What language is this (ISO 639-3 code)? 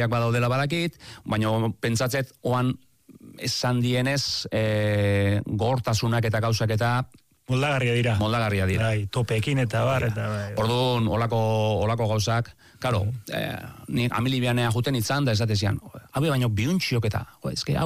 eus